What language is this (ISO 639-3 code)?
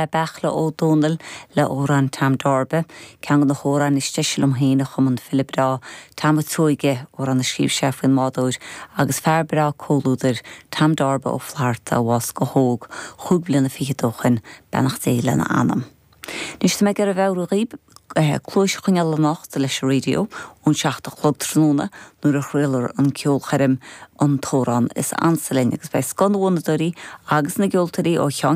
gle